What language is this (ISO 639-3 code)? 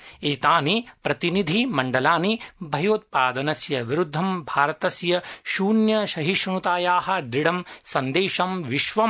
san